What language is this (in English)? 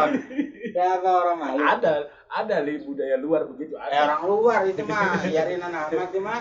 Betawi